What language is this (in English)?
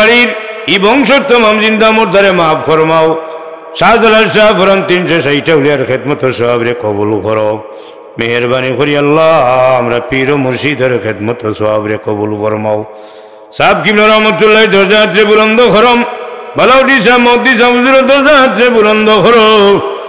Sylheti